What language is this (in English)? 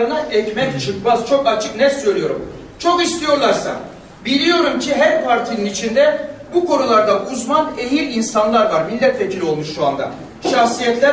Turkish